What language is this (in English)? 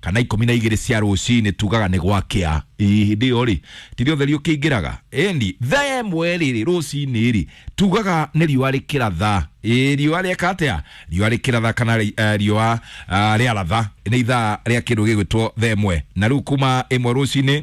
Kikuyu